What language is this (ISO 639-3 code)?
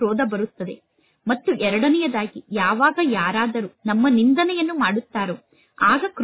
kan